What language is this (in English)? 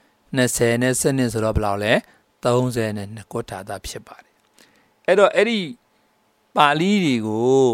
Burmese